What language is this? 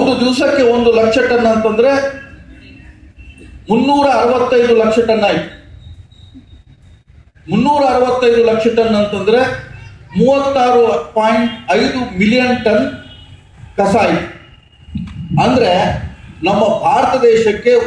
Kannada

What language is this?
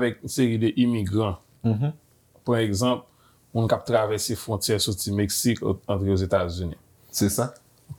Haitian Creole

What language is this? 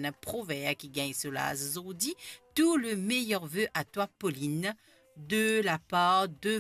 Morisyen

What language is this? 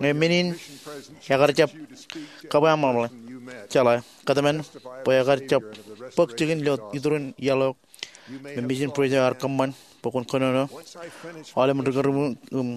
Marshallese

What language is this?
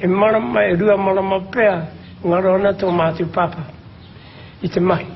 Māori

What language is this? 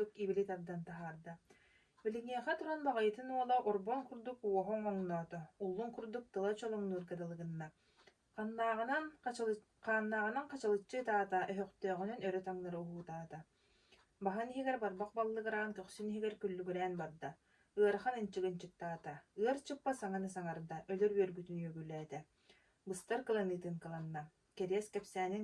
Yakut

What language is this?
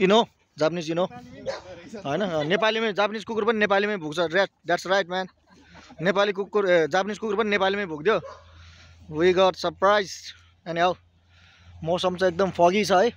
Nepali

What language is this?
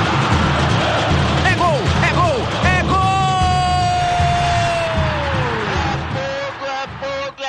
Portuguese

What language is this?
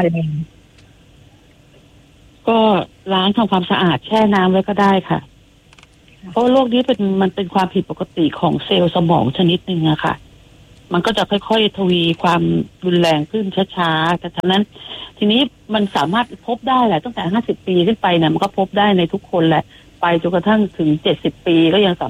Thai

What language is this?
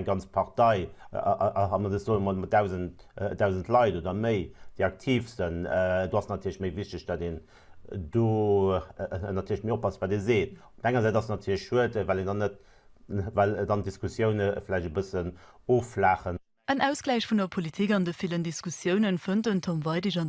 Luxembourgish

